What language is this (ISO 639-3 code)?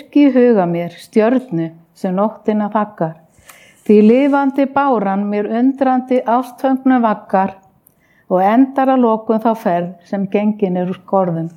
isl